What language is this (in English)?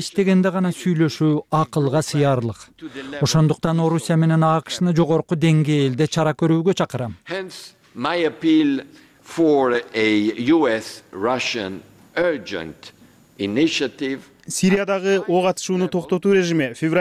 Kyrgyz